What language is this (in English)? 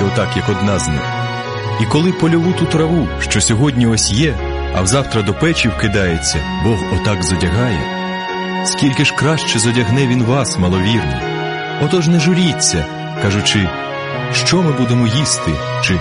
Ukrainian